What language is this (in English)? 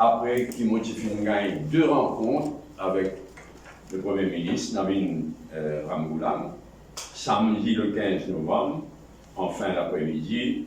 Morisyen